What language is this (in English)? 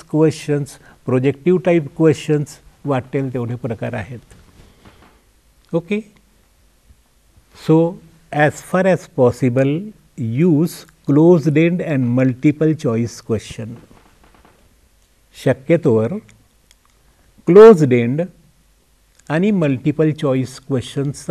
Marathi